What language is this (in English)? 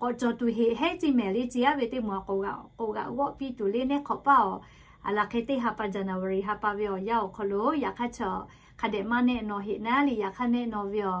Lahu